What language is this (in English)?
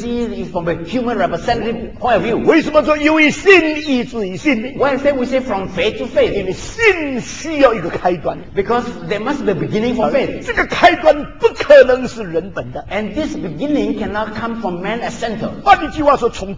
Chinese